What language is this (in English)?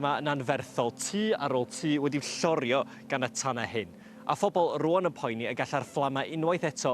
Welsh